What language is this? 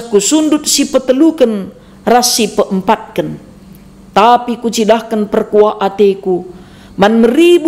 Batak Karo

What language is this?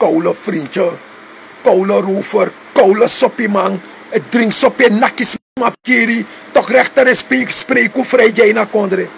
Sranan Tongo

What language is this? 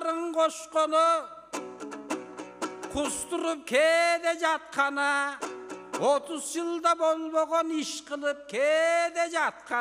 Kyrgyz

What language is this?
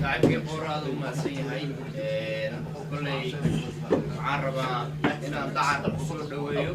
Somali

